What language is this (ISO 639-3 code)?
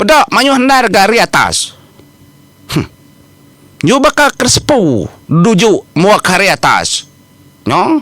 iba